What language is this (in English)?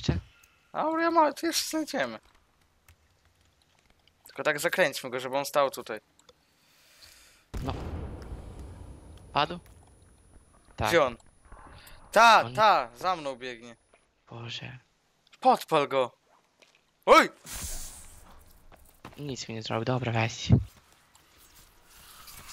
Polish